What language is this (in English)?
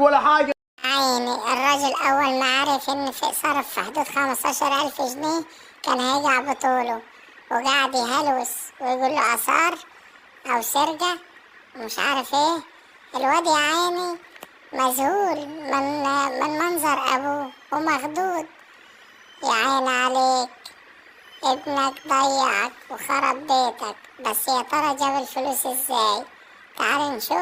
Egyptian Arabic